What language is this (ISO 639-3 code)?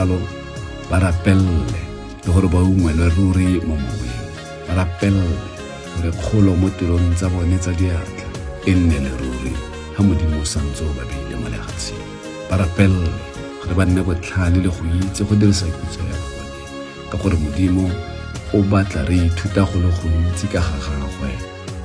tsn